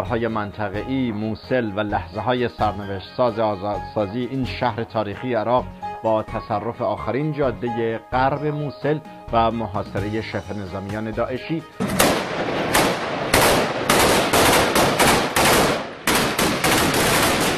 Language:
Persian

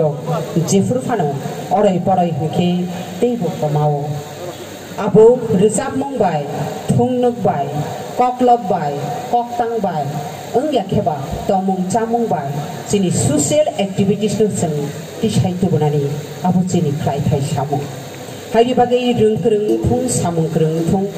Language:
Kok Borok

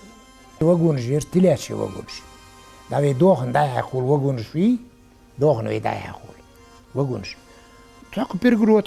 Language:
Ingush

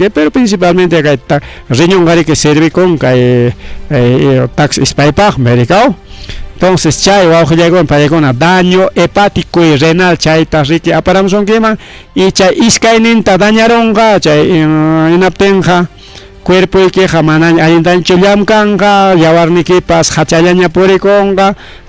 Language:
Ayacucho Quechua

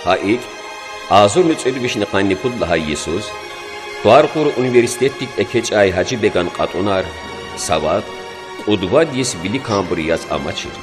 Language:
Lezghian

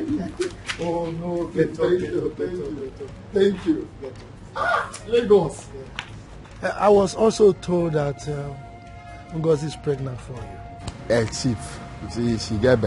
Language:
Nigerian Pidgin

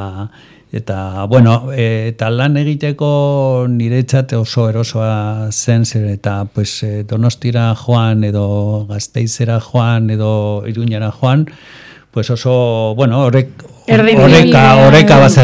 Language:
Basque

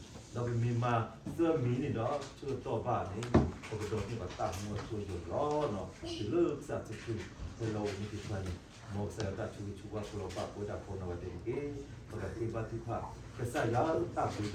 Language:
S'gaw Karen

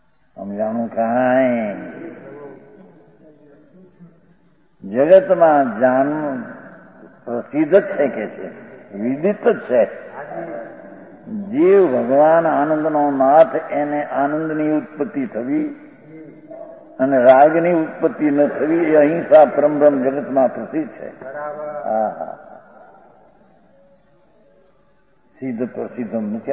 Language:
Gujarati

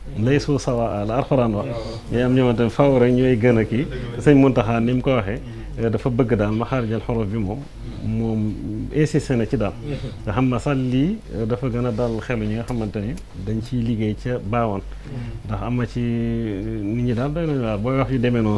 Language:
Wolof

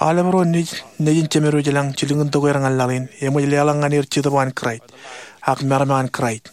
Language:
Marshallese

